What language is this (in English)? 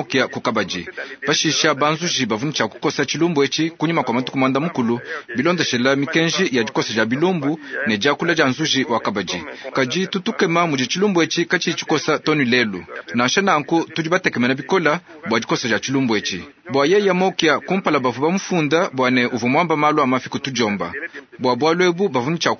Luba-Lulua